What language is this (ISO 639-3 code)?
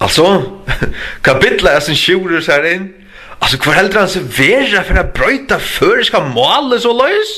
fao